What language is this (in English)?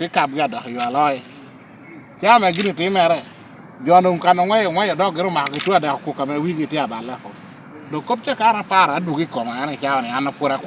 Lango (Uganda)